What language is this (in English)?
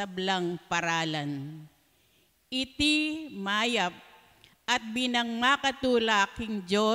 Pampanga